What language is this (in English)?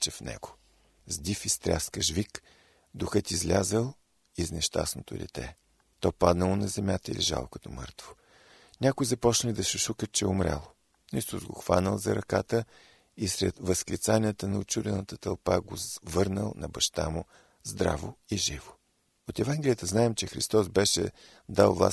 Bulgarian